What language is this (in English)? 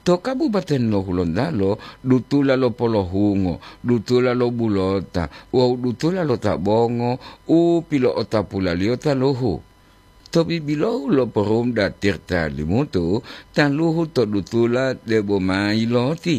Gorontalo